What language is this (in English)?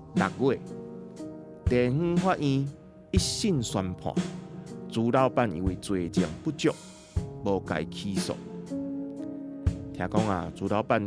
Min Nan Chinese